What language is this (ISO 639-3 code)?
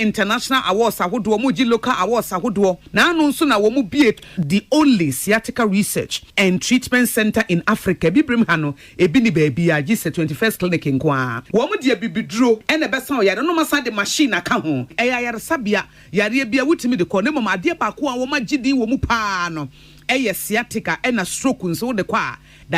aka